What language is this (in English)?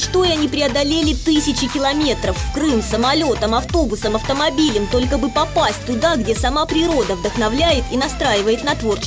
Russian